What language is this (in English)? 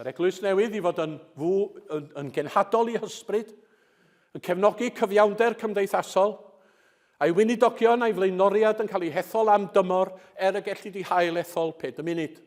Welsh